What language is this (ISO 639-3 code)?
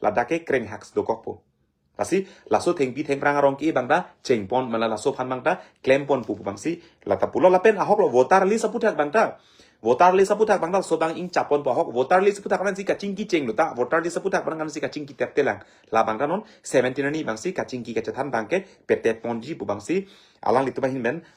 mjw